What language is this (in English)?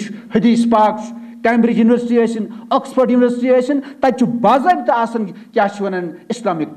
Kashmiri